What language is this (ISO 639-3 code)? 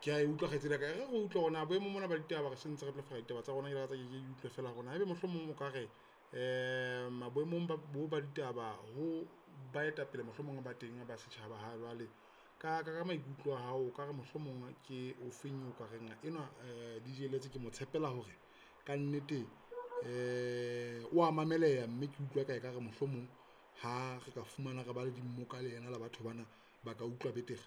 sot